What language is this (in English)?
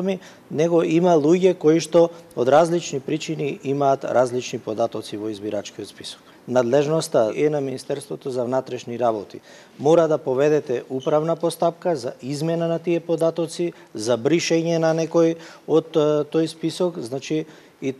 Macedonian